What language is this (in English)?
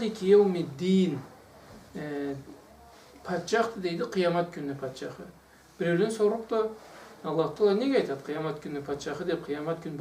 Karachay-Balkar